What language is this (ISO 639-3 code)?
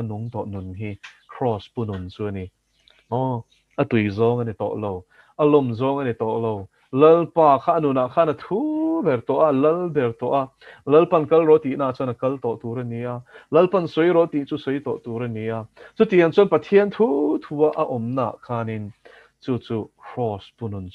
lus